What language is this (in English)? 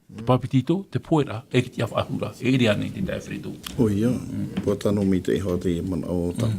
Tahitian